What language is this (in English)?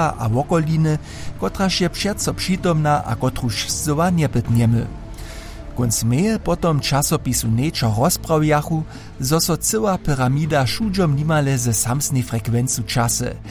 Upper Sorbian